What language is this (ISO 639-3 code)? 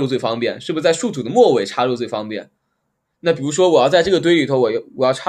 zho